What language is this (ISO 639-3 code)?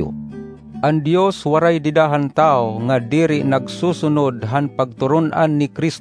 war